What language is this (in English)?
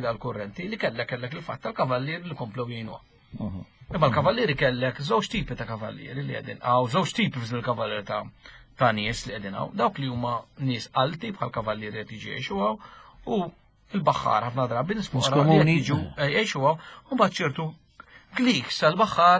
Maltese